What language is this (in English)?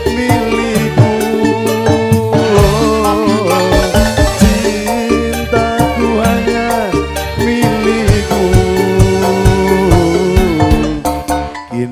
Indonesian